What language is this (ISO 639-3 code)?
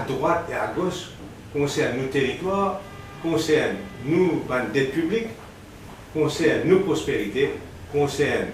mfe